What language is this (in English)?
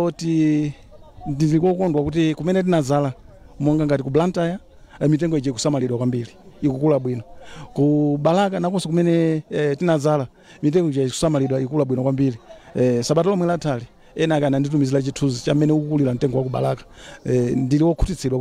Nyanja